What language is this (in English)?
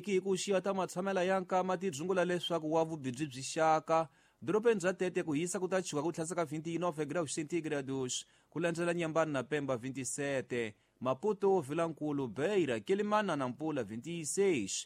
Tsonga